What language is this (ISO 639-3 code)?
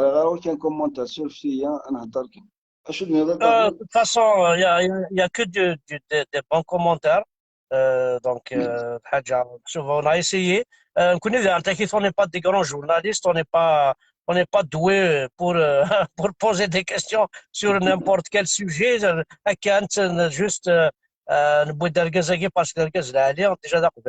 kab